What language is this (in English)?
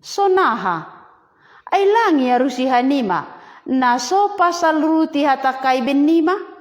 Batak Simalungun